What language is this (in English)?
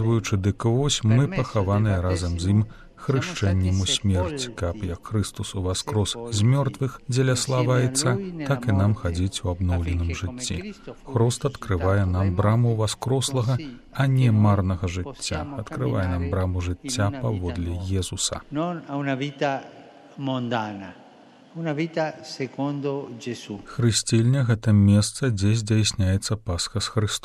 Belarusian